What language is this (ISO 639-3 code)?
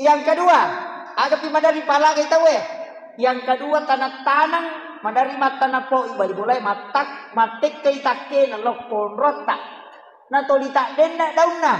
bug